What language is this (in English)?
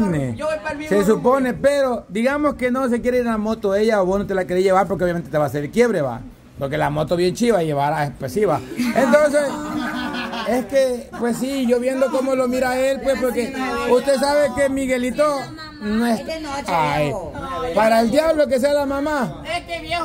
Spanish